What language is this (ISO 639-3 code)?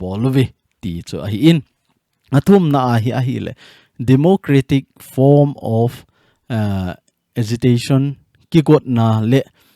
tcz